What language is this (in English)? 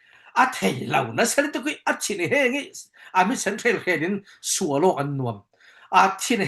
Falam Chin